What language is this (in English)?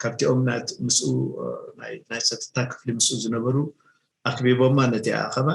Tigrinya